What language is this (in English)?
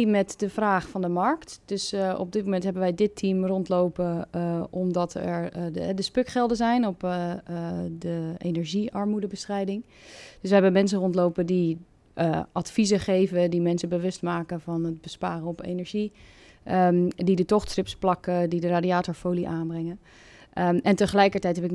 Dutch